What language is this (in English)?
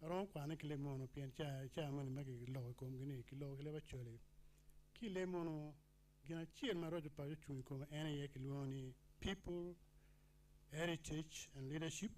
Acoli